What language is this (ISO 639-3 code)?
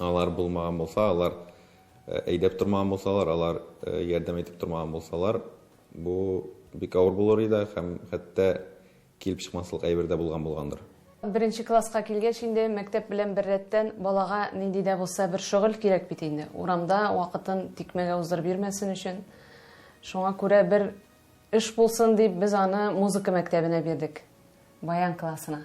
tat